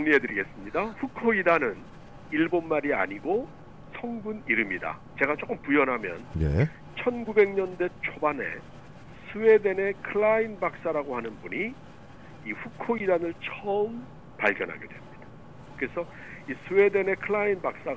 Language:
Korean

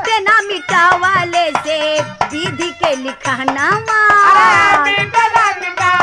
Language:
Bhojpuri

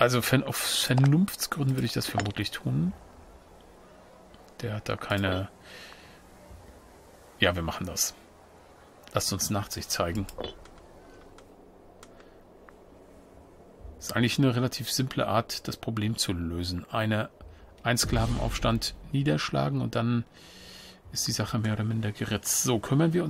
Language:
German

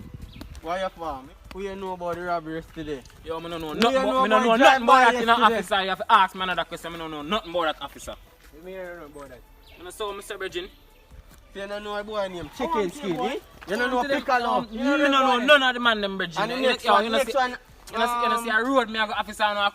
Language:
Jamaican Creole English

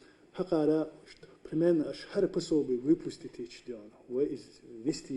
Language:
Chechen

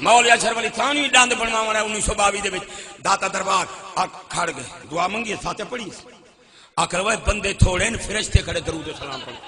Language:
Saraiki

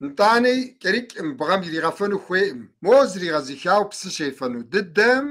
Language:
Kabardian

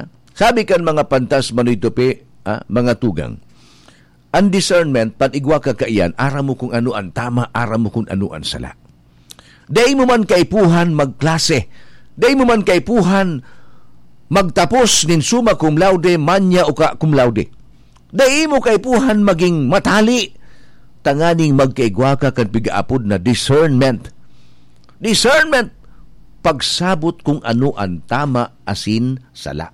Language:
Bikol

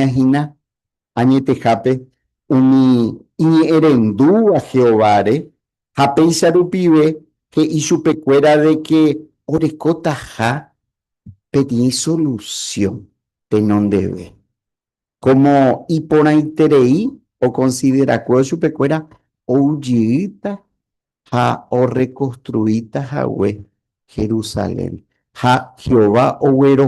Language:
Guarani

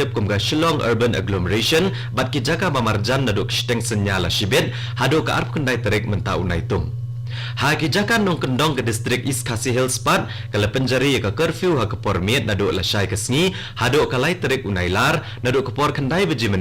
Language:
Khasi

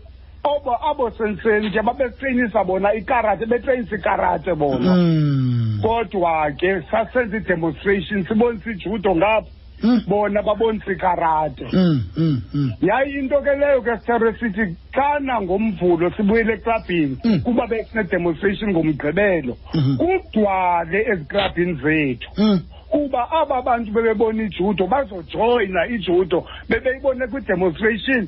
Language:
Xhosa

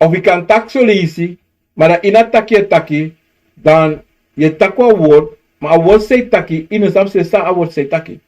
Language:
Sranan Tongo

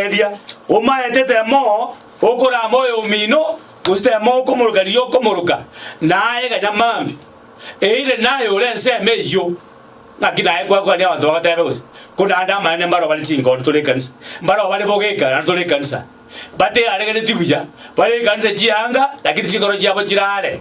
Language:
Gusii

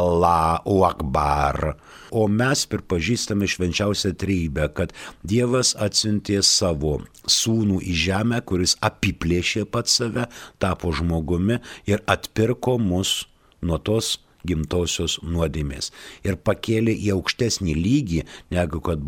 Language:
Lithuanian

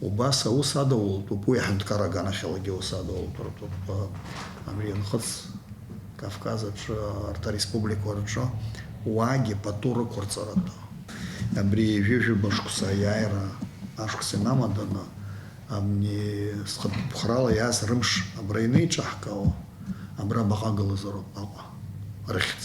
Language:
Abkhazian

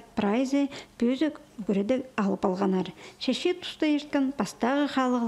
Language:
Khakas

